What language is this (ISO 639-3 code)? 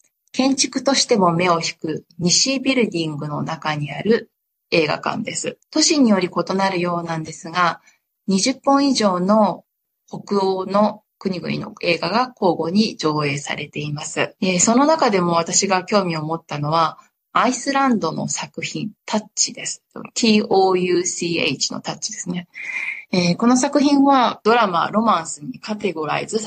jpn